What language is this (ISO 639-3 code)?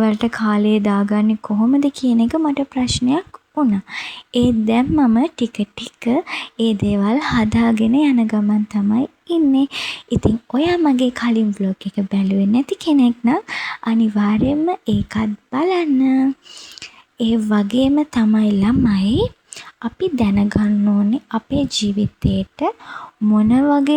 sin